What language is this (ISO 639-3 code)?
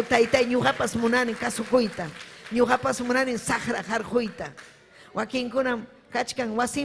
quy